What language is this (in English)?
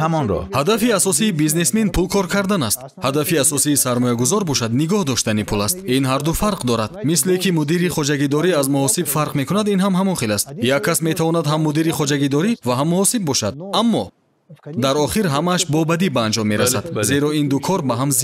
Tajik